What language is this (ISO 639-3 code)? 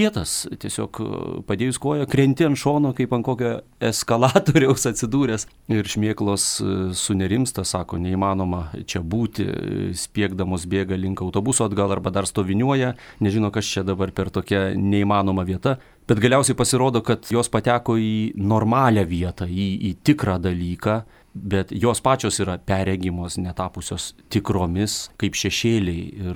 lit